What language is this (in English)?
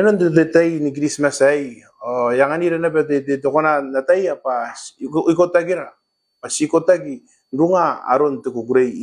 Gilbertese